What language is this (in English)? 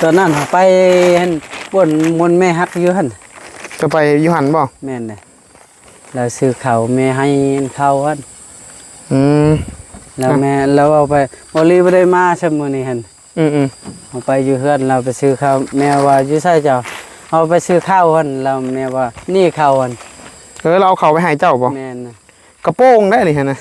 Northeastern Thai